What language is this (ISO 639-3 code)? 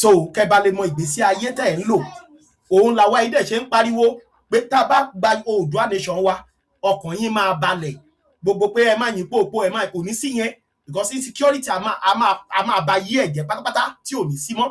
yor